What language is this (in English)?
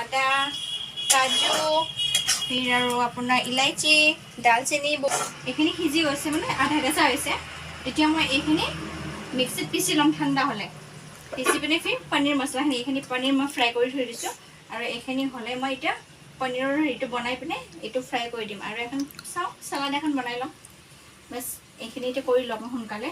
Assamese